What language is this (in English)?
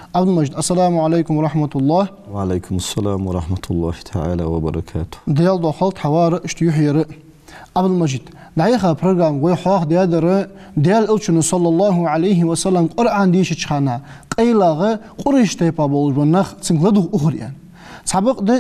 Ingush